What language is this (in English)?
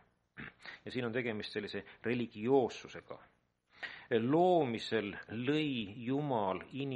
Estonian